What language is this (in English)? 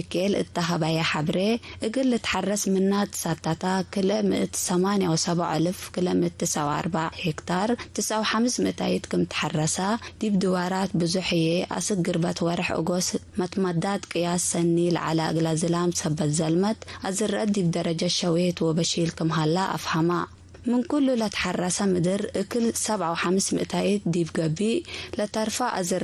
Tigre